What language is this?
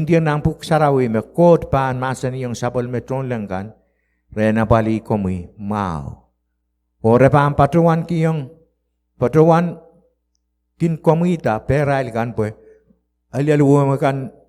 Pohnpeian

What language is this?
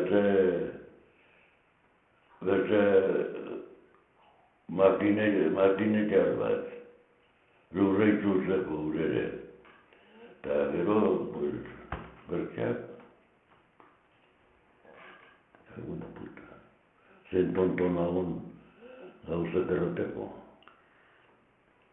Basque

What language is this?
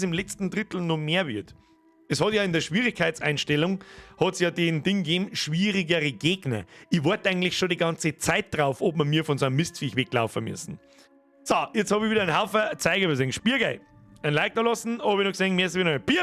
Bavarian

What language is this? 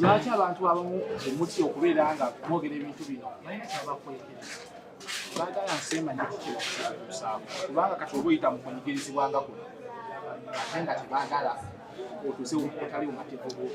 Ganda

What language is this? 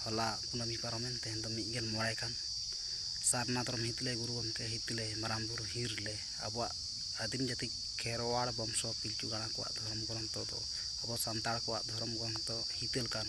Santali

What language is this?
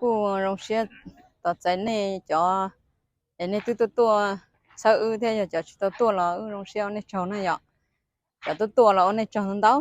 Hmong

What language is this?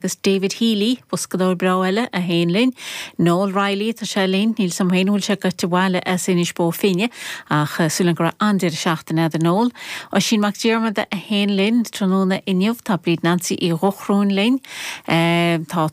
Irish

